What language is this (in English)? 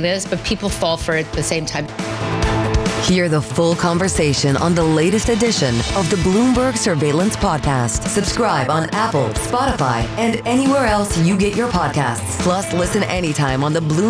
English